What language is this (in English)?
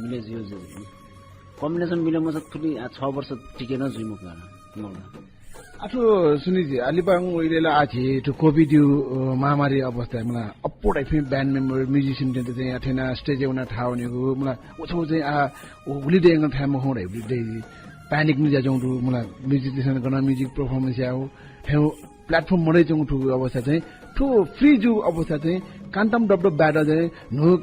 Newari